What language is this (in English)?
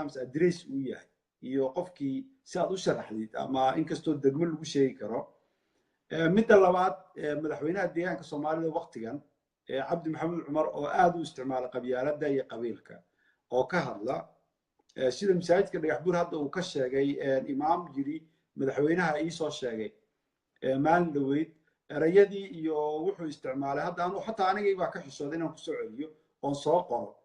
Somali